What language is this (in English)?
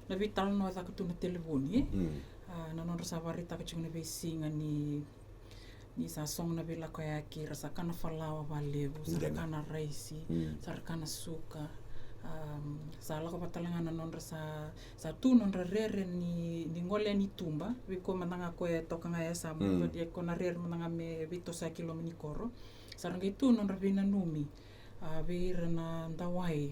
Fijian